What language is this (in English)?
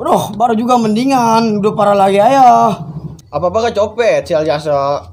Betawi